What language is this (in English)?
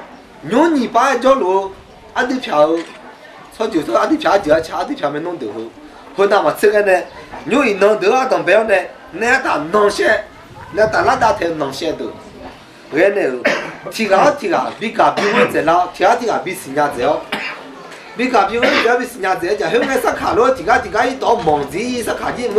Akha